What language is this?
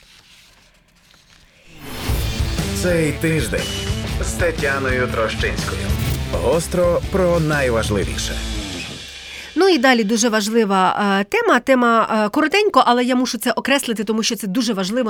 Ukrainian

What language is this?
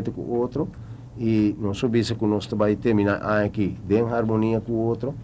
Papiamento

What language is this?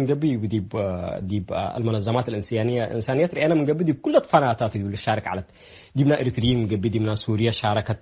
Tigre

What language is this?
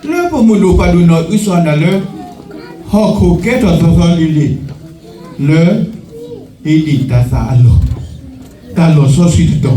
S'gaw Karen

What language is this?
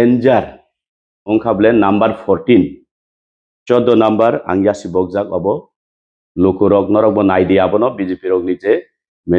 Kok Borok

